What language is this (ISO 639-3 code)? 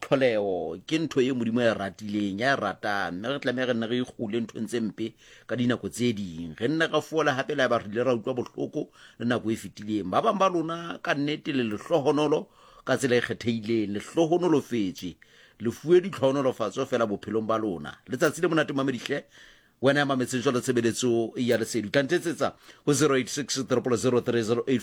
sot